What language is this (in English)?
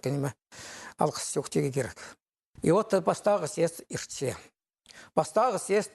Khakas